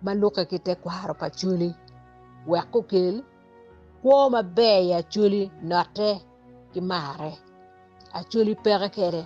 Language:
Acoli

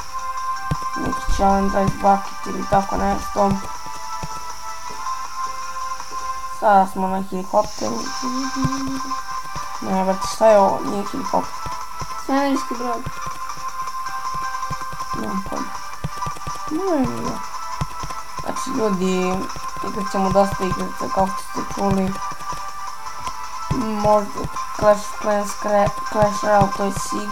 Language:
Bosnian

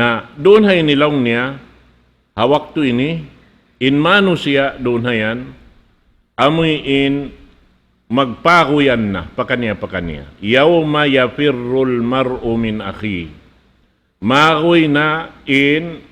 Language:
Tausug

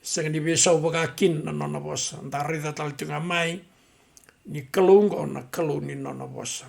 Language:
Fijian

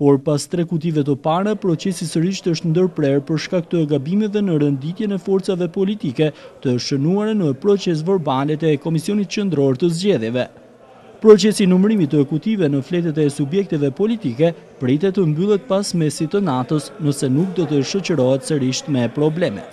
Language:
Albanian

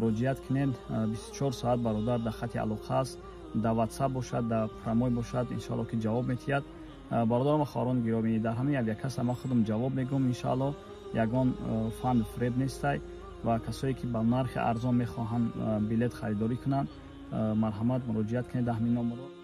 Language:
Tajik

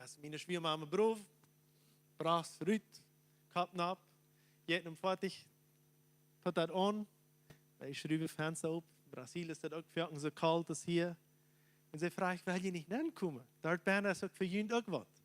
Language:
Plautdietsch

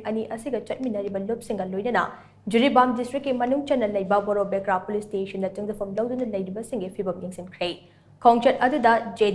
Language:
Manipuri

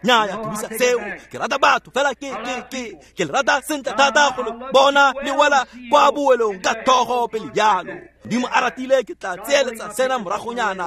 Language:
Tswana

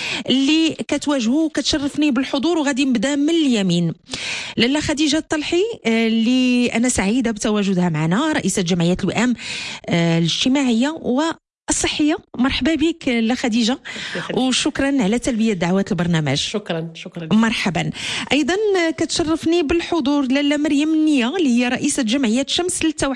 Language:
Moroccan Arabic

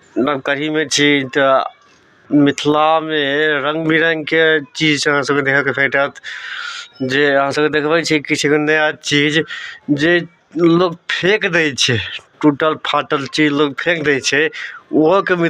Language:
Maithili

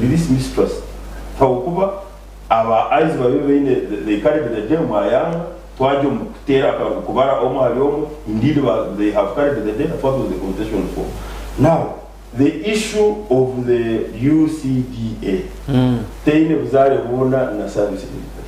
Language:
Nyankole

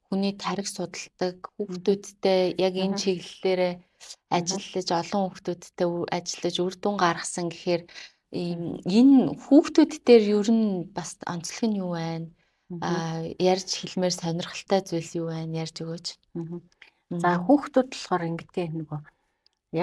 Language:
Mongolian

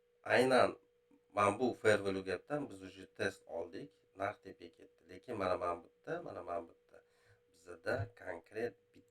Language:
Uzbek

